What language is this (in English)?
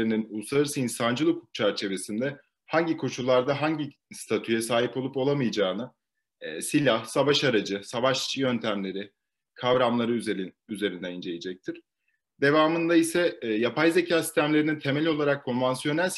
Turkish